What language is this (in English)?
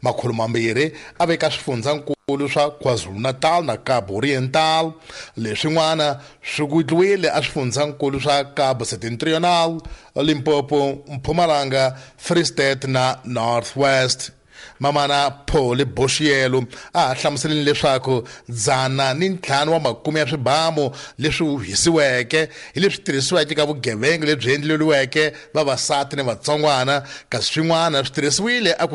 Tsonga